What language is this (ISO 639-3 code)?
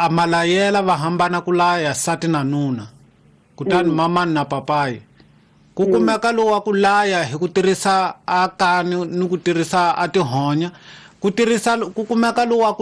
tso